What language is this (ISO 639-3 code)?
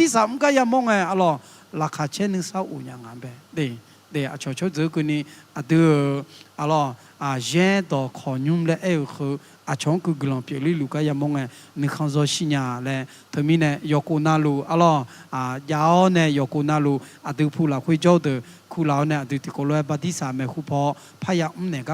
ahk